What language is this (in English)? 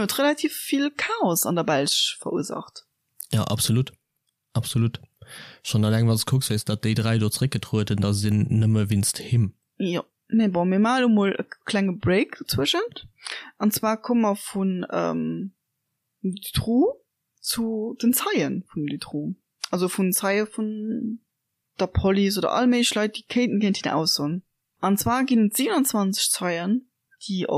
Luxembourgish